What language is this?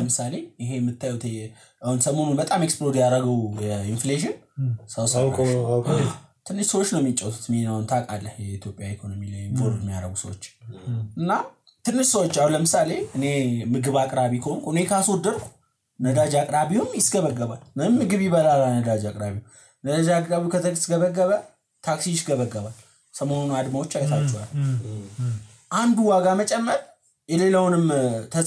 Amharic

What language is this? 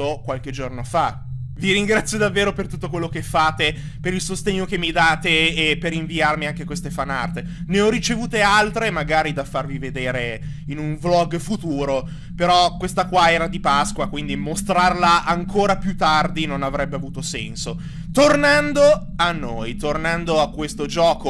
Italian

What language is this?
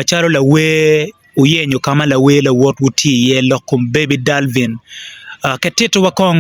Acoli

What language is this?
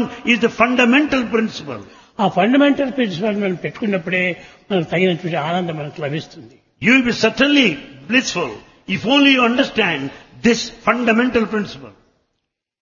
Telugu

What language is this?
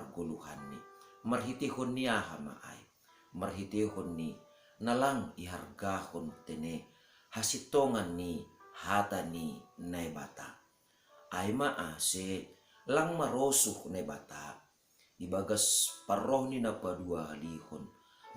Batak Simalungun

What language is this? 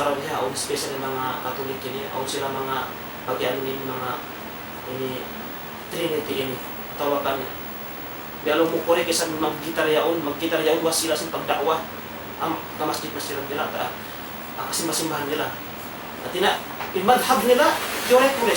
Tausug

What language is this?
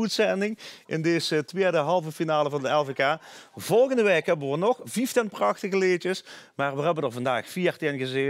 Limburgish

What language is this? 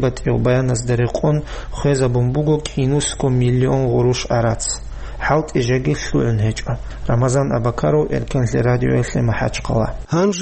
Avaric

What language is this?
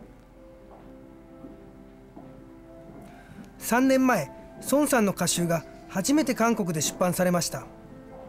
Japanese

